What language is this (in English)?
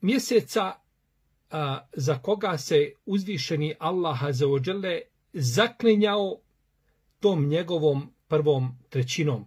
Bosnian